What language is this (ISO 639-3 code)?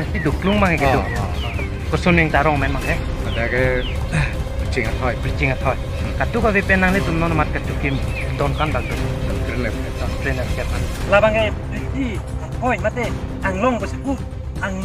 mjw